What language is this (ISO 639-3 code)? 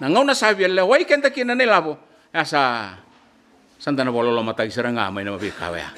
fij